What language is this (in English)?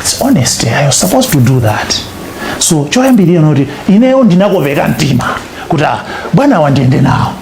Nyanja